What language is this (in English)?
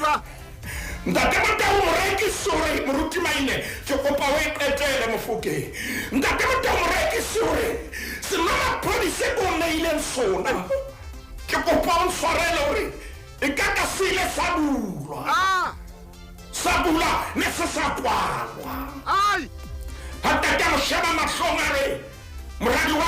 Southern Sotho